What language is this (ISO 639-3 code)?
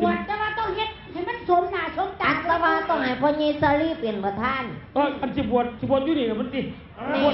tts